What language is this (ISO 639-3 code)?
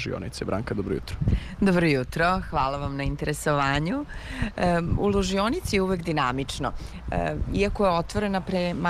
srp